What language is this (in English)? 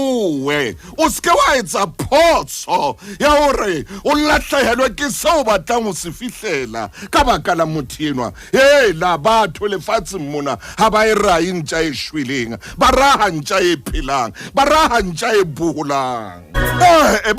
Southern Sotho